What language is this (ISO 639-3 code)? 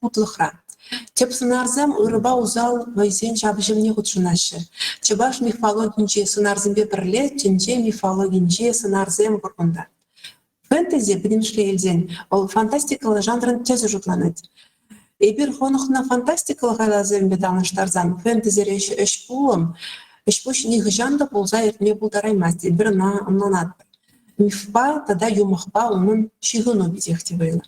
chv